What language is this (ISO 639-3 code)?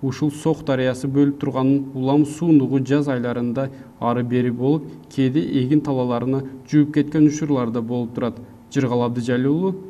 kir